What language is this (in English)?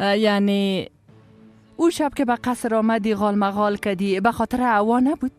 Persian